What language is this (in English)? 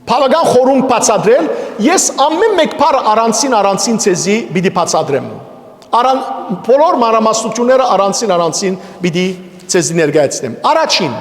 Western Armenian